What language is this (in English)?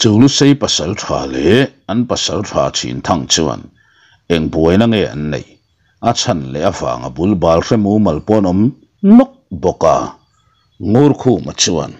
Mizo